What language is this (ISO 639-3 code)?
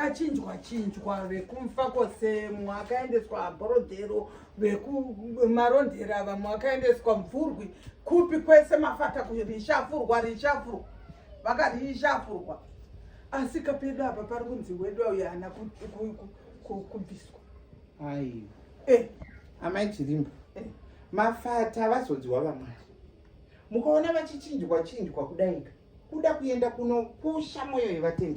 sna